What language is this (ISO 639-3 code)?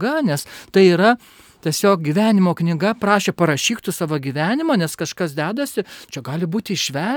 lit